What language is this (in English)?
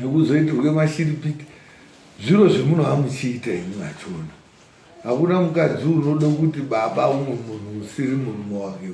Shona